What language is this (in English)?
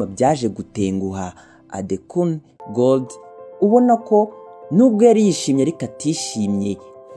Kinyarwanda